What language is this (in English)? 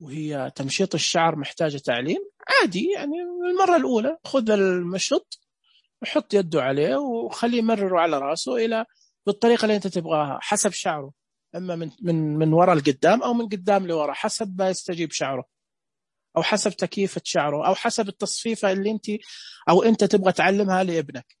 Najdi Arabic